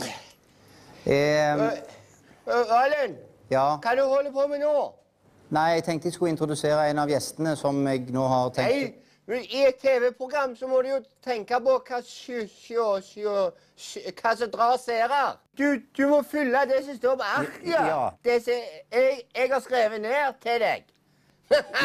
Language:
Norwegian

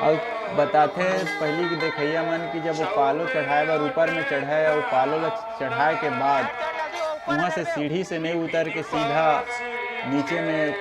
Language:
Chhattisgarhi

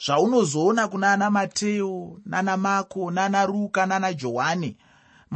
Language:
Shona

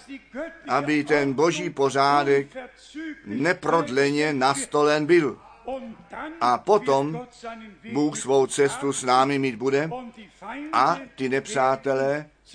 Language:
Czech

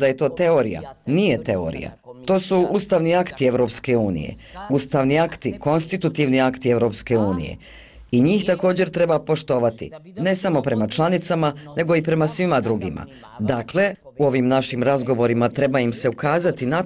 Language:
Bosnian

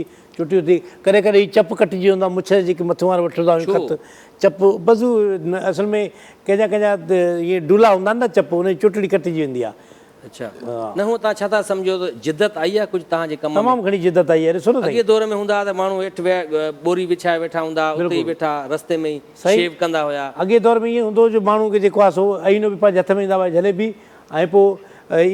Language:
Sindhi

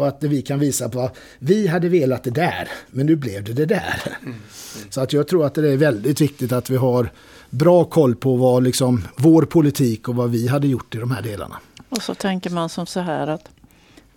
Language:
Swedish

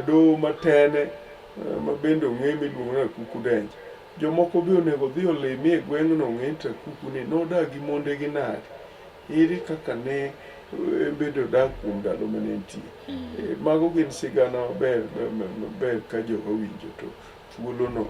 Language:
Luo (Kenya and Tanzania)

